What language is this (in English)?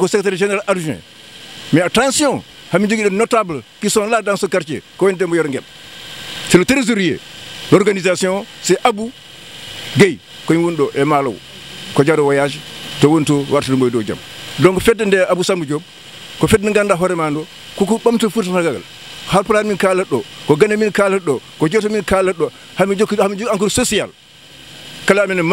Fula